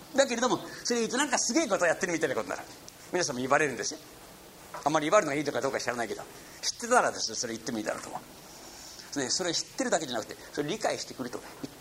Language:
Japanese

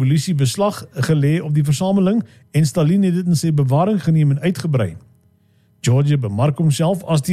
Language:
Afrikaans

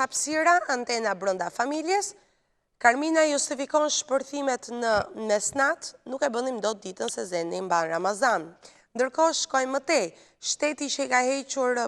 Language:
Albanian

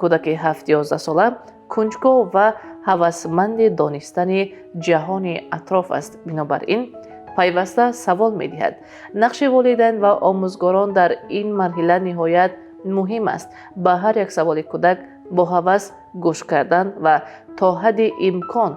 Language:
Tajik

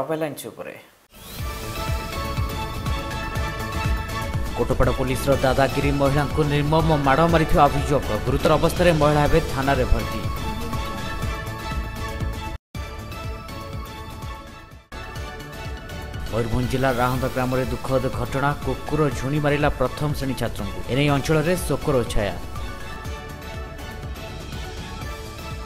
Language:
Odia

